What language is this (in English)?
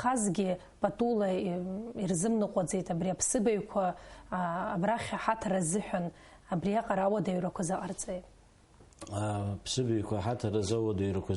Abkhazian